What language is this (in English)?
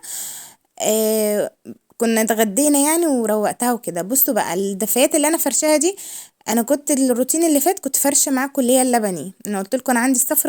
Egyptian Arabic